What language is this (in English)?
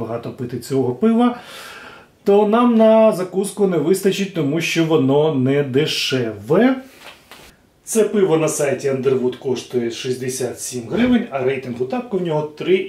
Ukrainian